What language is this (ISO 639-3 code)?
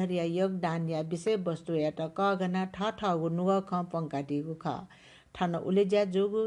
new